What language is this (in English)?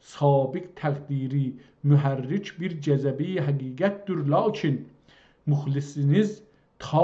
South Azerbaijani